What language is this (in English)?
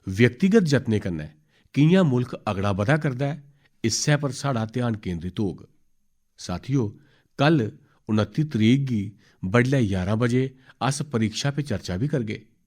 Dogri